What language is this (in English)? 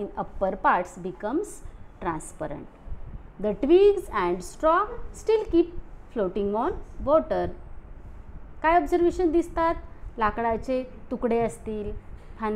Marathi